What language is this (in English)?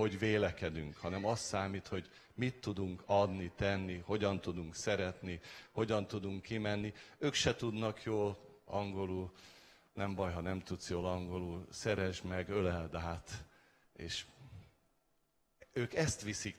Hungarian